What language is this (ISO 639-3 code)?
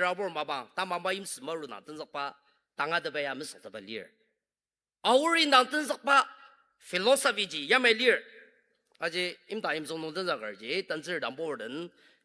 njo